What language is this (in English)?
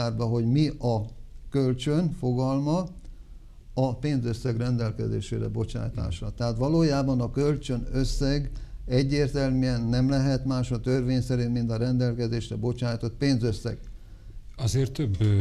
Hungarian